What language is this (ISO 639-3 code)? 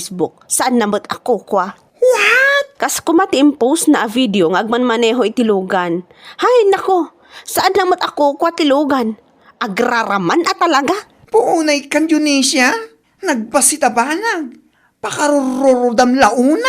ilo